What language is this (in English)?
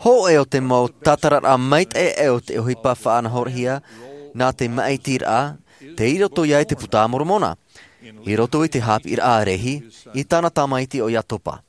Tahitian